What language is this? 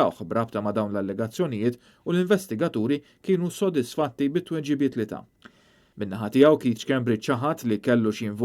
Maltese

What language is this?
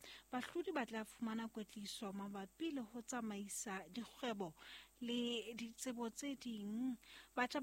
Southern Sotho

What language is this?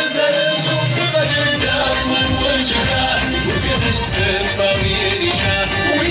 Kabardian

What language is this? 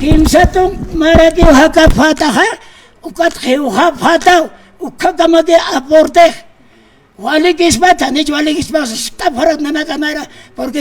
Aymara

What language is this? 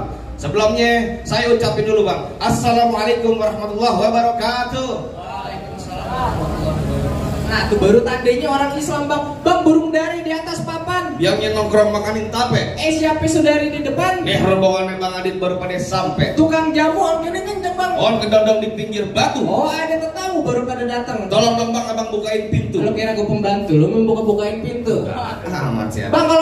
Betawi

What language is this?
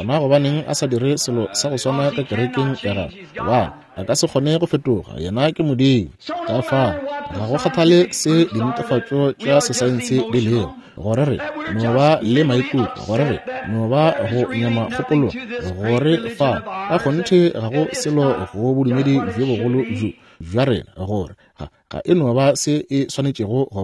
Northern Sotho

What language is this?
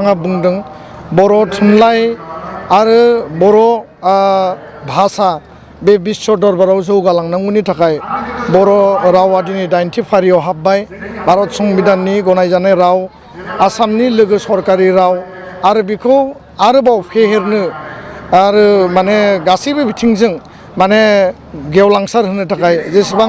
Bodo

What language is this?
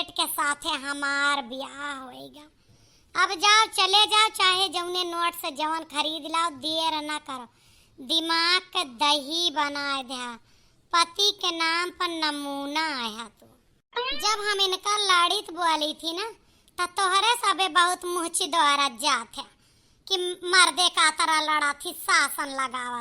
Awadhi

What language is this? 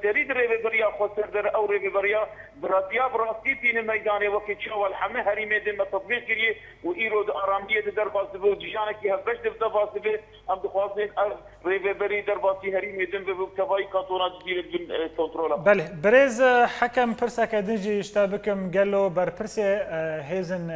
Kurdish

